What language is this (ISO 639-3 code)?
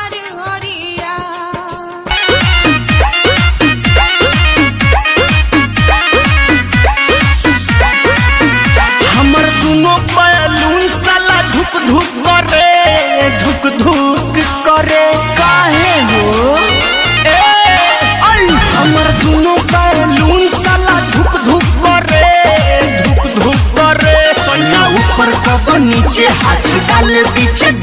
bho